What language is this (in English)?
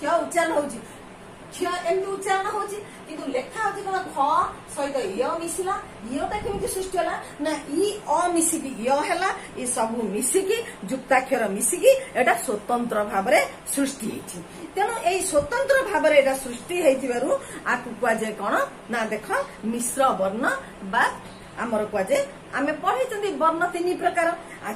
Odia